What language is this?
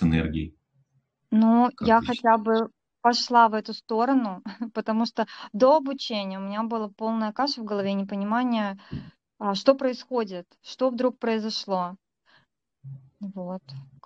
Russian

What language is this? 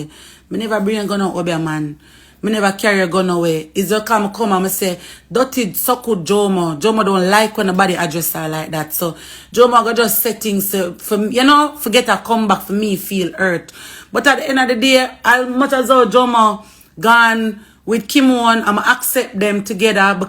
Jamaican Creole English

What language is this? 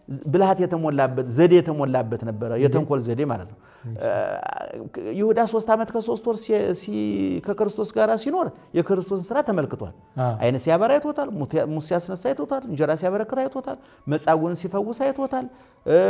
Amharic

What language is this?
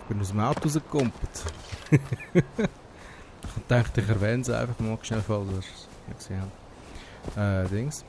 Swiss German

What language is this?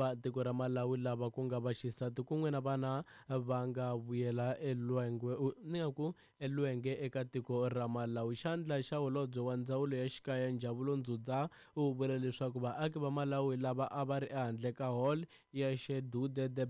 Tsonga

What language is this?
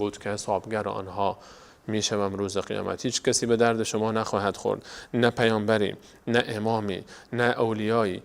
Persian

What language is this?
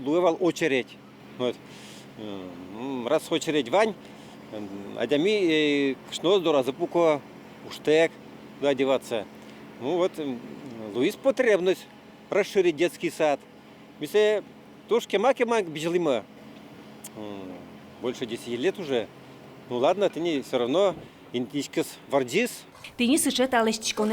Udmurt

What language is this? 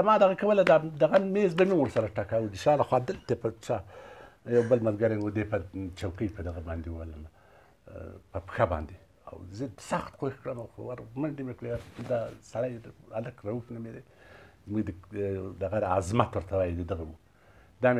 Pashto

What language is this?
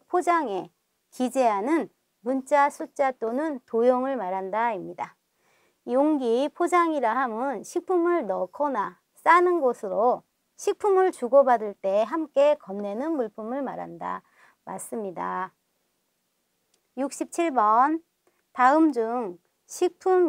Korean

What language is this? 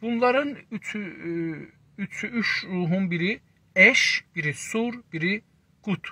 South Azerbaijani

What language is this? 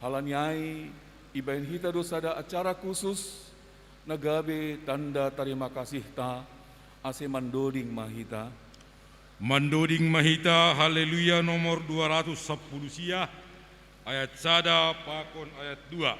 Batak Simalungun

